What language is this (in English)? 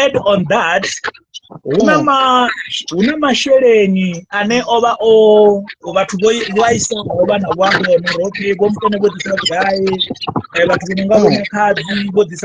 Venda